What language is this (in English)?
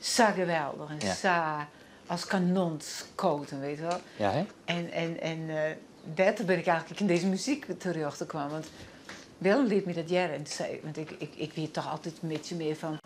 Western Frisian